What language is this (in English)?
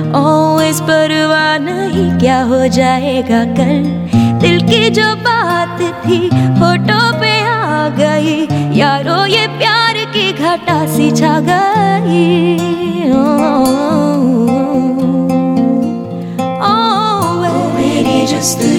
Hindi